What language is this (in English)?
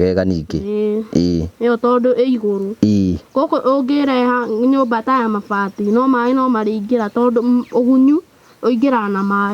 Kikuyu